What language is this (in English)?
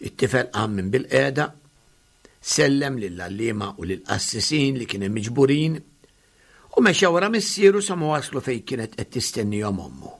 Maltese